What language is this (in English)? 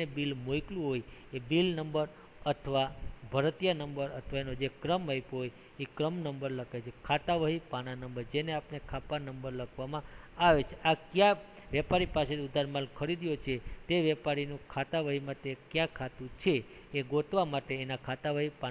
Gujarati